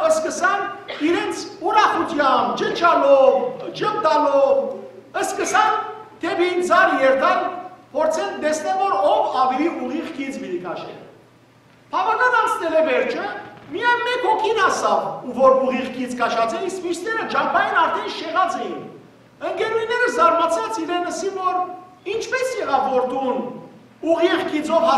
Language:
Western Armenian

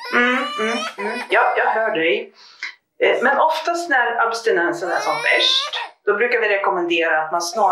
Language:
Swedish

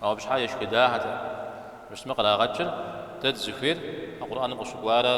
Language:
Kabardian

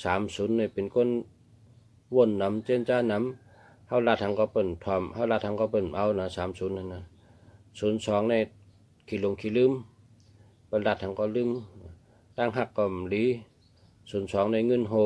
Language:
Shan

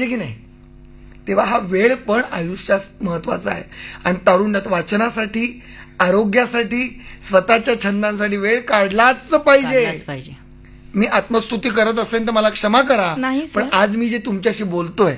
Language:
Marathi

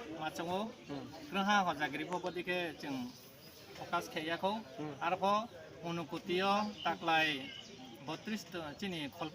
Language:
Riang (India)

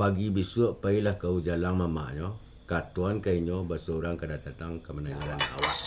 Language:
Minangkabau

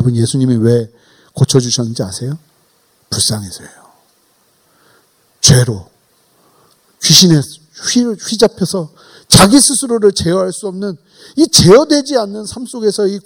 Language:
Korean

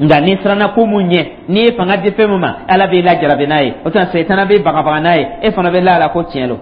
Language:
Dyula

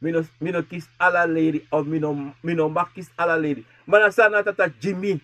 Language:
Sranan Tongo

